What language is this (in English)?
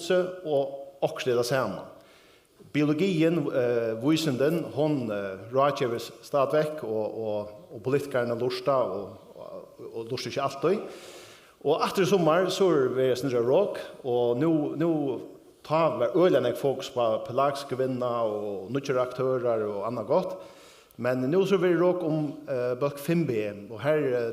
Faroese